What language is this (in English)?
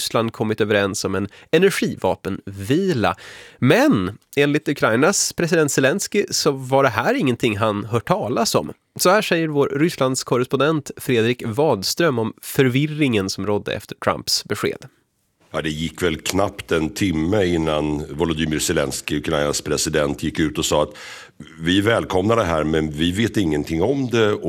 Swedish